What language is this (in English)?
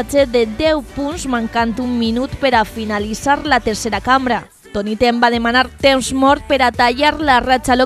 Catalan